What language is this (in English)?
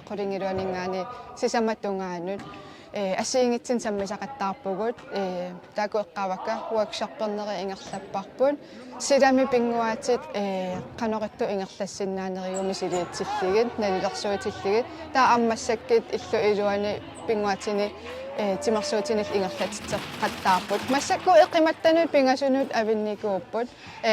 Kalaallisut